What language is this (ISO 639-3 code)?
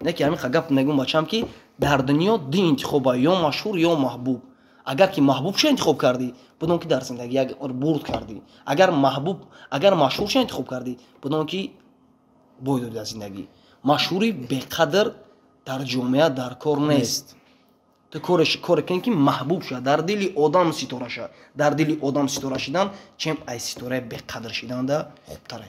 tgk